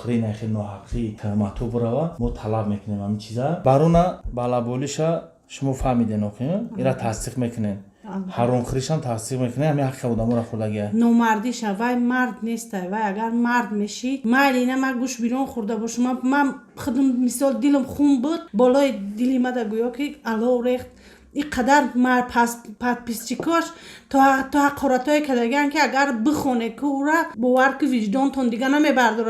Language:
Tajik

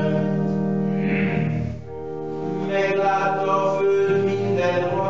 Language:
Hungarian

